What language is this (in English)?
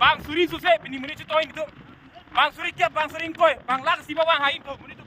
Karbi